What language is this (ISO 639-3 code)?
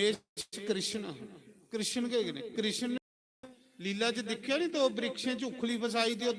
doi